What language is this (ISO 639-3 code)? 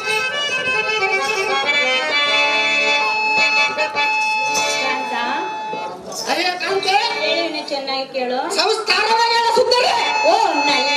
kan